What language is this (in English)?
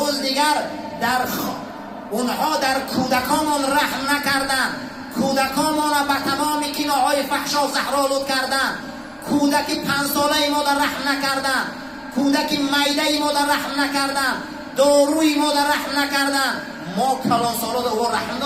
Tajik